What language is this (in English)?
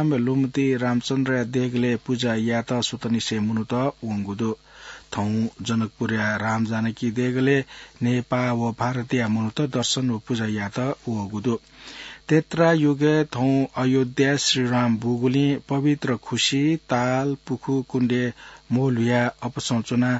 Newari